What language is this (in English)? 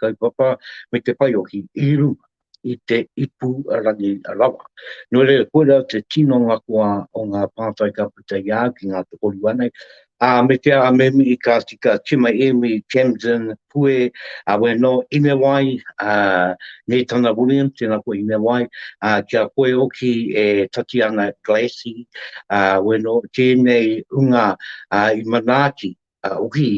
Māori